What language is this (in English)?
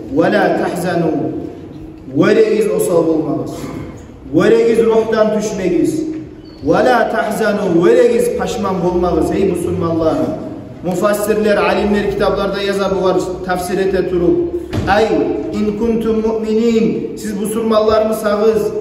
Kumyk